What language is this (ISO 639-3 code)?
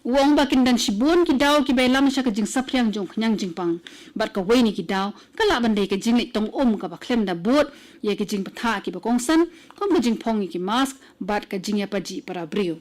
kha